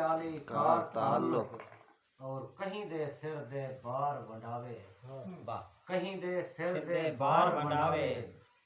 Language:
Saraiki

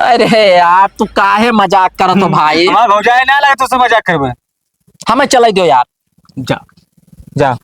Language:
Awadhi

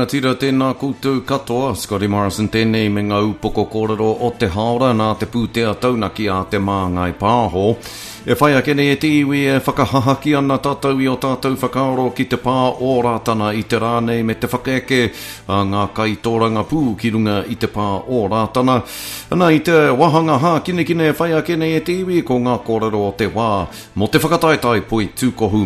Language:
Māori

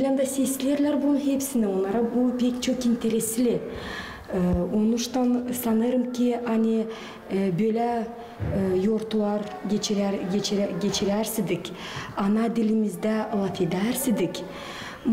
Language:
Gagauz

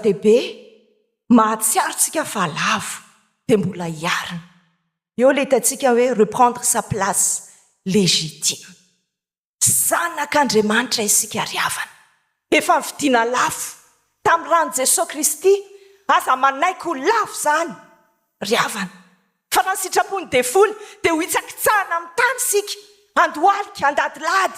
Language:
Malagasy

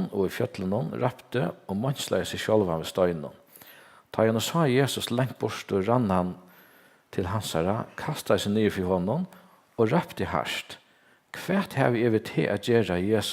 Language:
Faroese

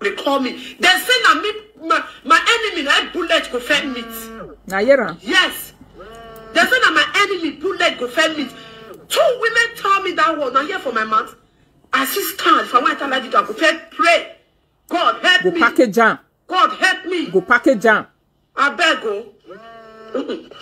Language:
Nigerian Pidgin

